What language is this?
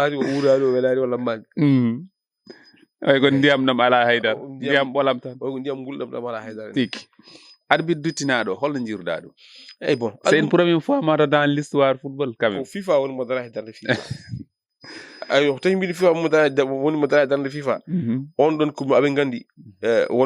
Fula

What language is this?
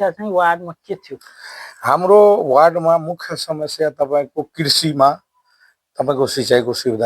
Nepali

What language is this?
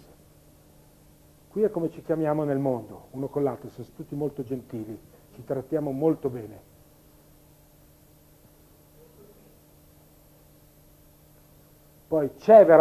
Italian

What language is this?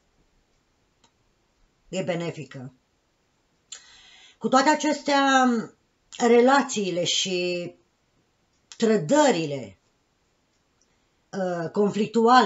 Romanian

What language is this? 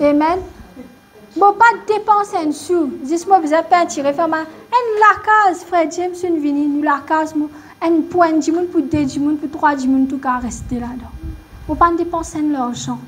Morisyen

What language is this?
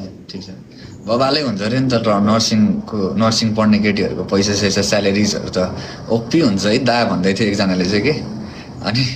Nepali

